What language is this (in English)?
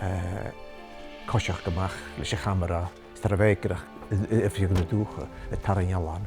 Scottish Gaelic